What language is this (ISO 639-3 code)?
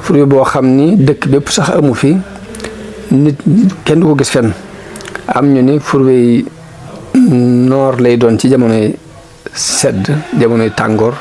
wol